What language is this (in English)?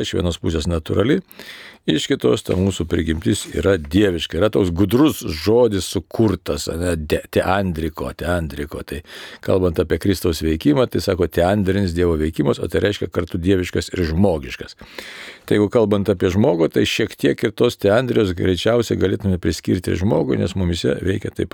Lithuanian